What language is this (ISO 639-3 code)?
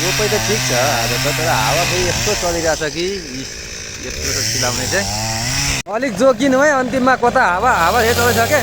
nep